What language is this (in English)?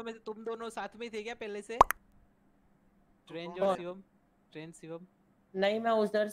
Hindi